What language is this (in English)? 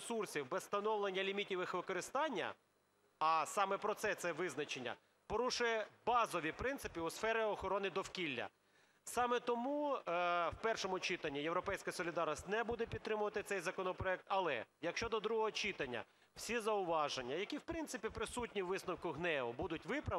Ukrainian